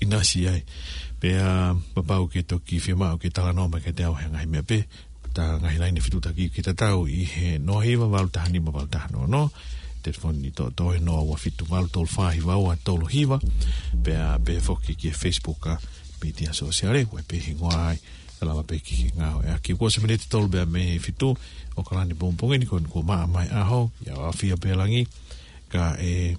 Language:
Tongan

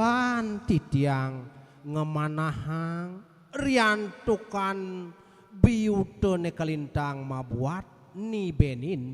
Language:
Balinese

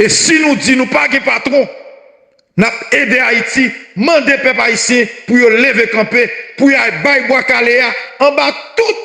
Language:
Haitian Creole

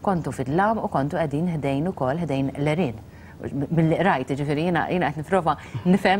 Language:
Maltese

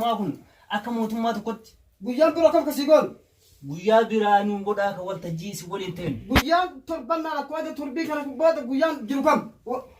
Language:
Oromo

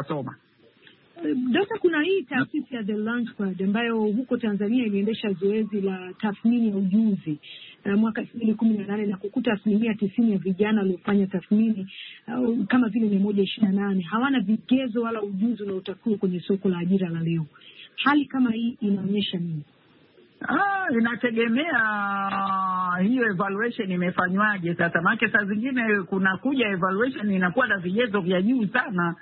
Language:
Swahili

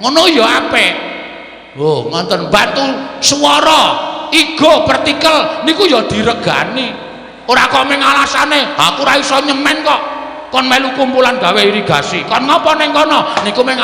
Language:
Javanese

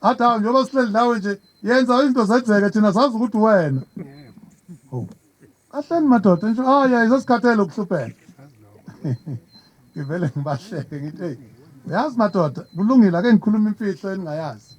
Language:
Zulu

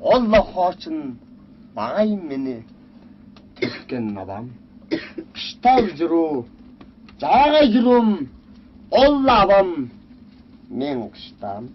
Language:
Tuvinian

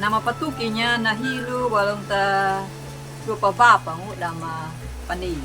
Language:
Anakalangu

